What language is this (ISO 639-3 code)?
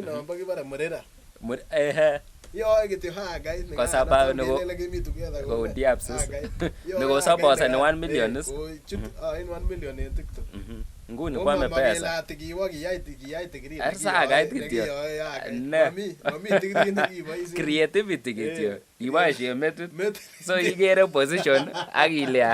kln